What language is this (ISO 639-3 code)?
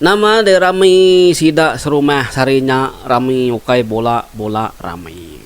iba